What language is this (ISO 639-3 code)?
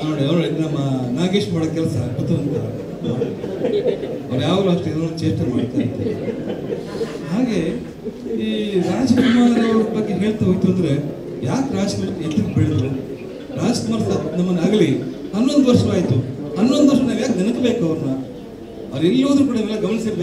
kan